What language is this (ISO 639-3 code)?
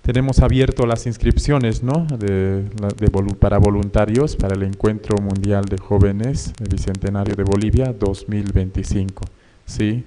aym